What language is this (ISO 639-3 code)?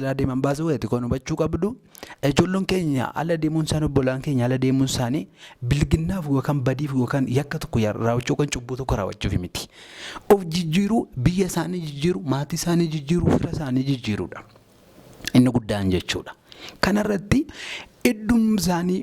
orm